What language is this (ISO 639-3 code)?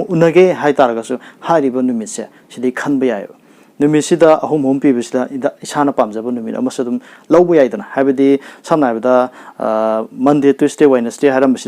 mni